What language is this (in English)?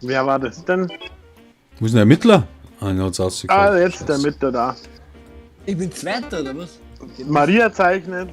Bavarian